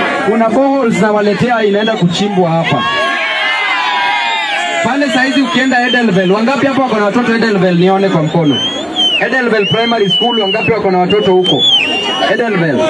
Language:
Swahili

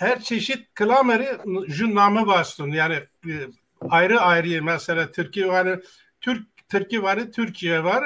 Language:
Zaza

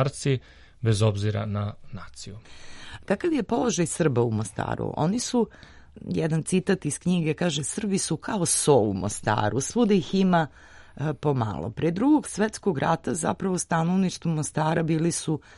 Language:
Serbian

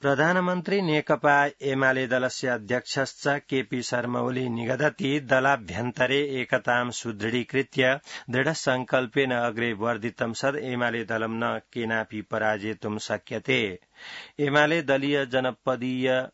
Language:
Sanskrit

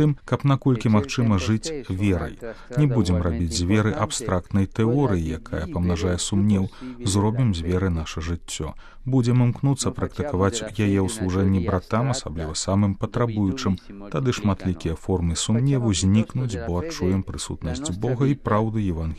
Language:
Belarusian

